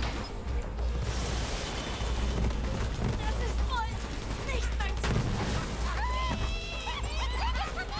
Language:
German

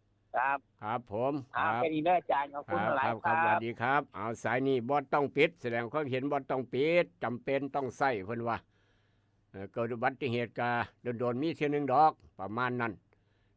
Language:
Northeastern Thai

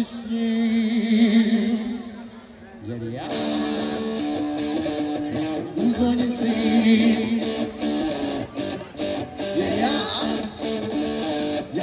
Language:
Serbian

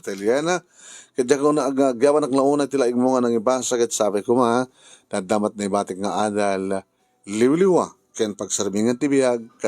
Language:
Iloko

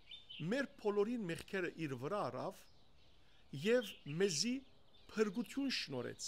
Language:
Western Armenian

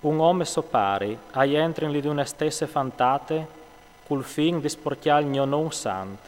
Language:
Friulian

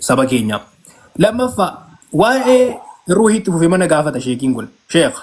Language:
Oromo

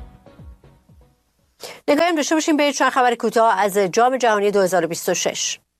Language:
Persian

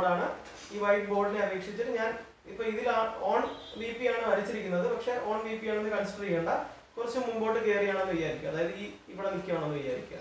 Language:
Malayalam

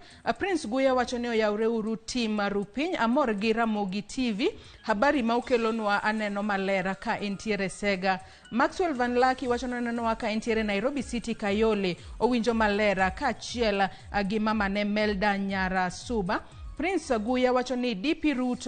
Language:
Luo (Kenya and Tanzania)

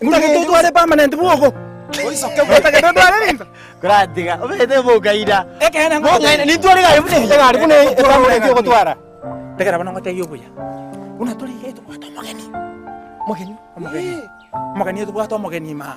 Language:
Gusii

